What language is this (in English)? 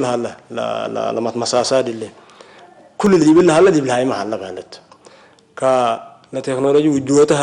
Tigre